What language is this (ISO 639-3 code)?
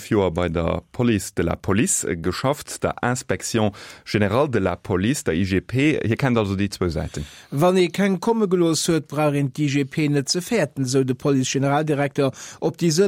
ltz